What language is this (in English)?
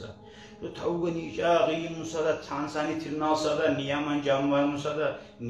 Kumyk